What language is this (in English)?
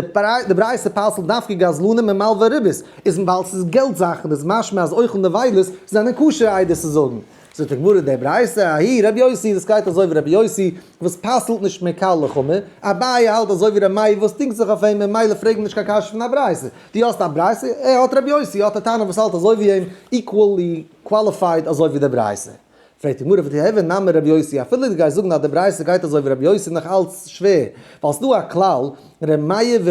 Yiddish